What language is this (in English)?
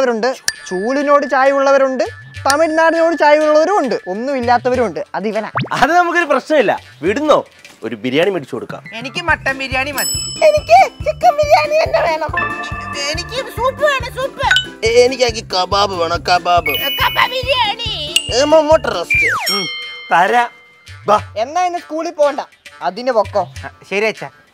Malayalam